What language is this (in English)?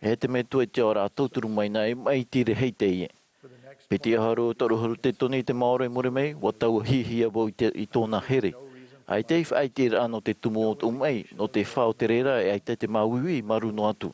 Tahitian